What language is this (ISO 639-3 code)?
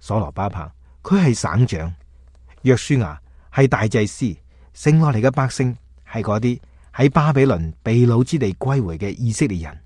yue